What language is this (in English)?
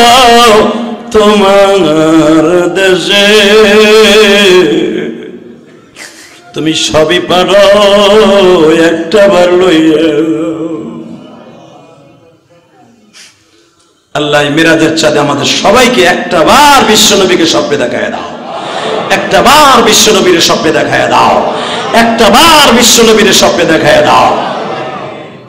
Bangla